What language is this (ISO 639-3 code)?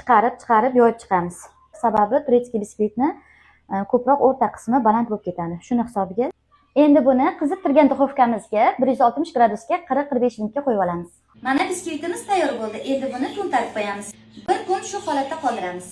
uzb